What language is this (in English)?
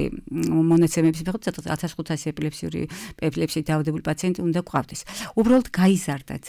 Georgian